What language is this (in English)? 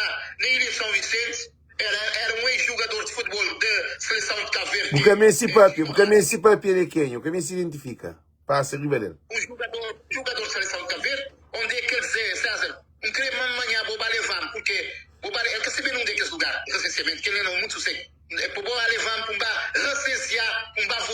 Kabuverdianu